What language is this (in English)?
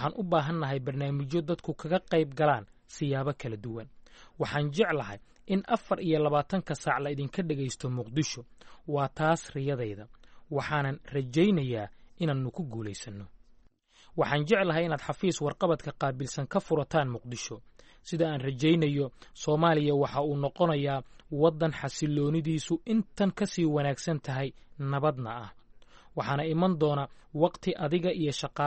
Somali